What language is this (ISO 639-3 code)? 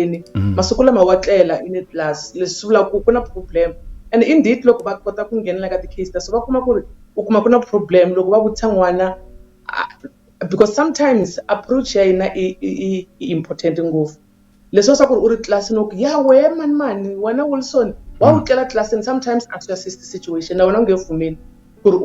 tso